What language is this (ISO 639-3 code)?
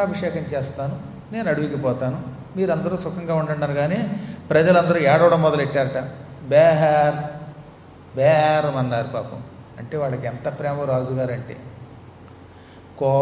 tel